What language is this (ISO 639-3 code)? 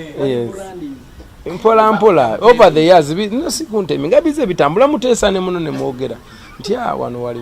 lug